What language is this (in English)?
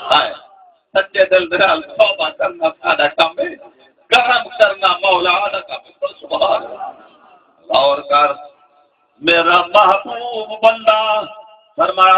Saraiki